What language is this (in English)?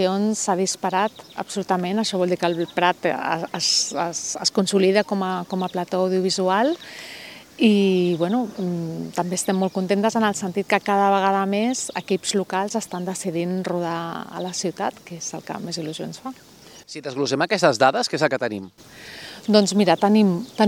Catalan